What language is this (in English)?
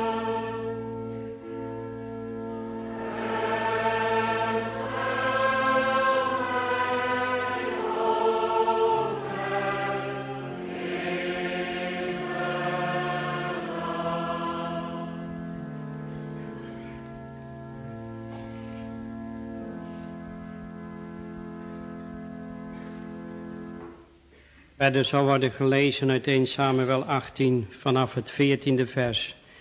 Dutch